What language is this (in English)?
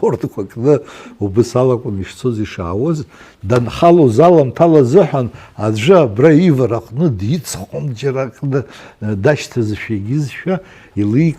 Abkhazian